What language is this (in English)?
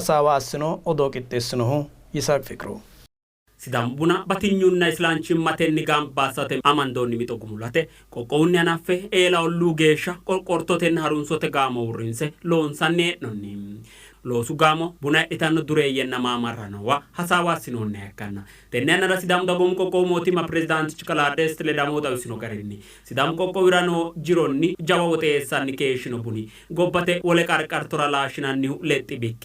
Sidamo